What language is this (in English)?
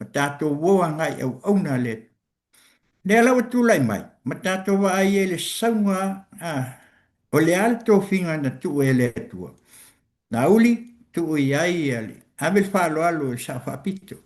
Samoan